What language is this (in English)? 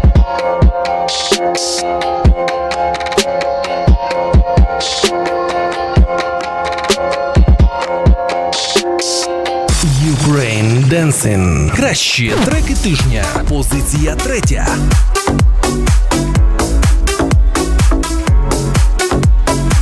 Ukrainian